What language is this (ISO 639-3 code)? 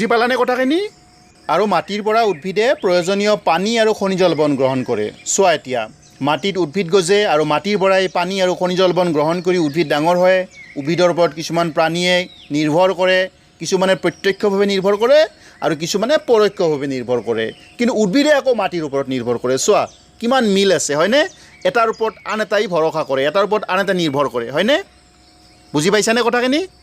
asm